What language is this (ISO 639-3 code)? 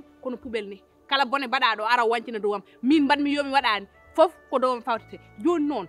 ful